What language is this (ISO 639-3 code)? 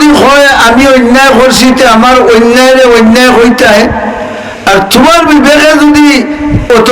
syl